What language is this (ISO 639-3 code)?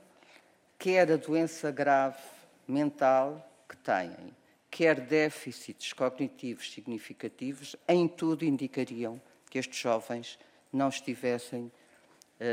por